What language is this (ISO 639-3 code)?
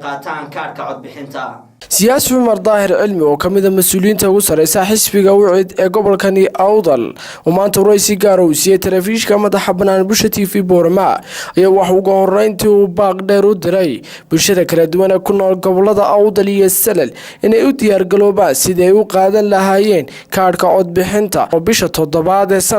som